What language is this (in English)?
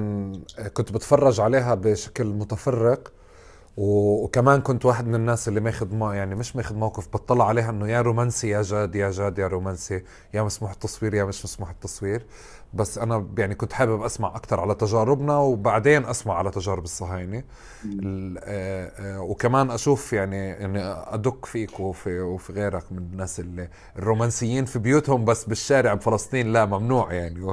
North Levantine Arabic